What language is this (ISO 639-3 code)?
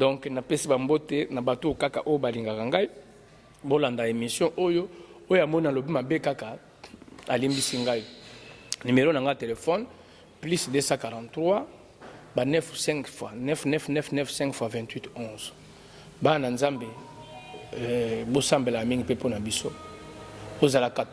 lin